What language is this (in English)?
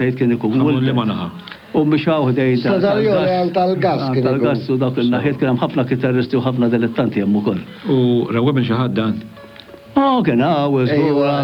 Maltese